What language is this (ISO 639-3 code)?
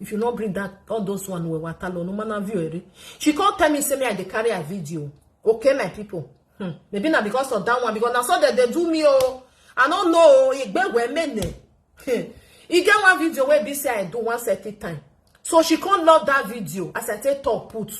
pcm